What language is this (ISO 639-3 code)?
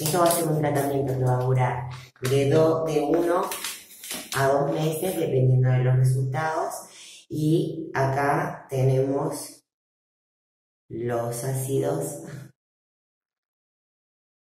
spa